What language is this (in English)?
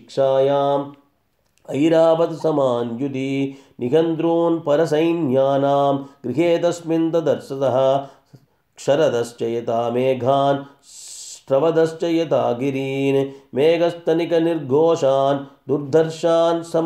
Sanskrit